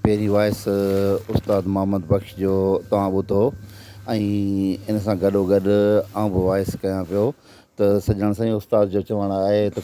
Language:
Sindhi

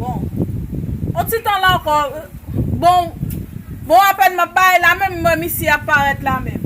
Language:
Haitian Creole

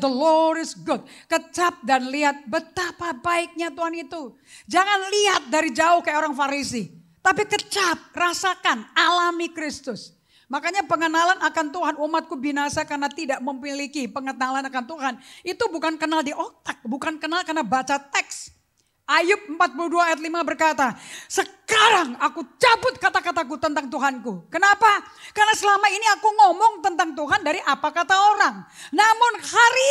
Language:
Indonesian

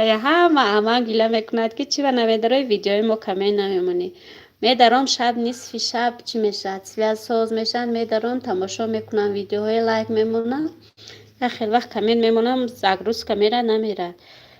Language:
Tajik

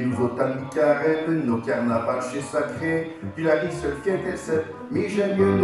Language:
Picard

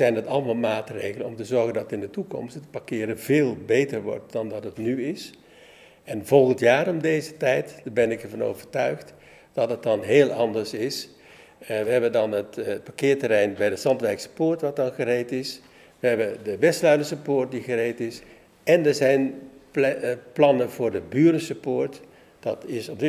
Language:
Dutch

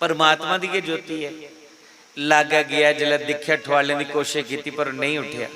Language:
Dogri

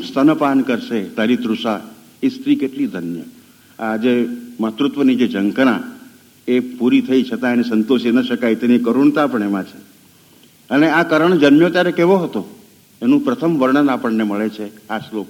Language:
Gujarati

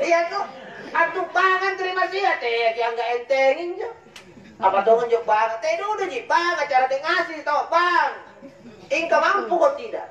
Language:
Makasar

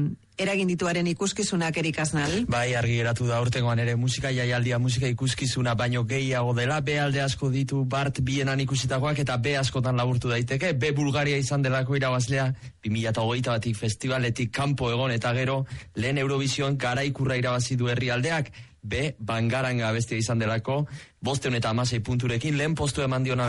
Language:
Basque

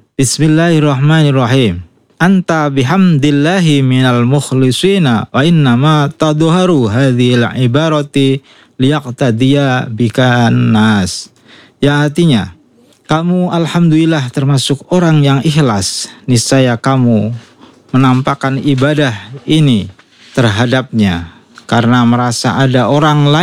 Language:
Indonesian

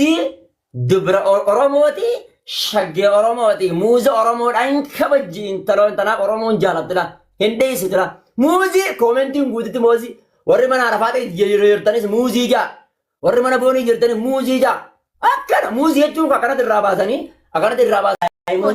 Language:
Oromo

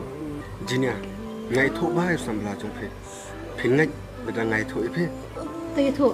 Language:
Khasi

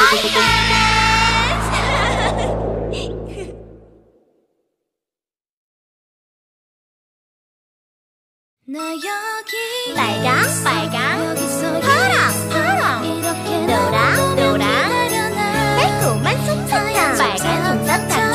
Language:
Korean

